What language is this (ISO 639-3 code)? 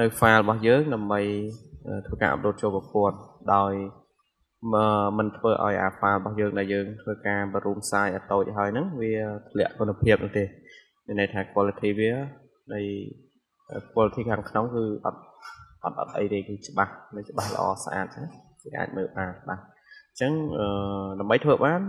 khm